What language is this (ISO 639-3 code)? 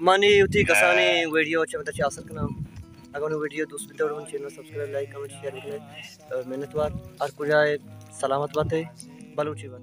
bal